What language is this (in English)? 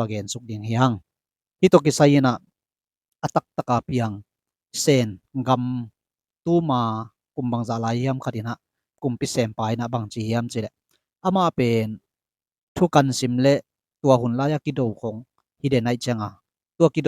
Tedim Chin